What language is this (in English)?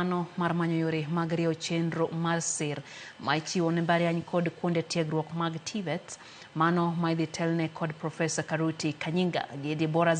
Luo (Kenya and Tanzania)